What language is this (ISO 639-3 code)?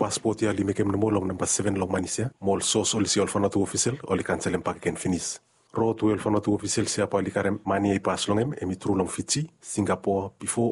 bis